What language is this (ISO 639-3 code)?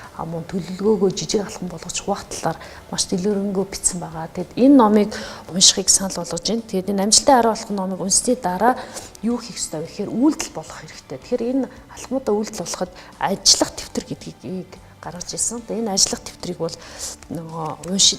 mon